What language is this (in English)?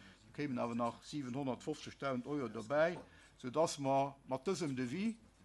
Luxembourgish